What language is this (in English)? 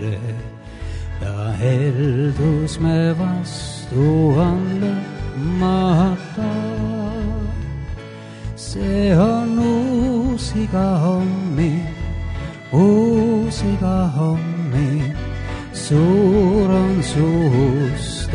Estonian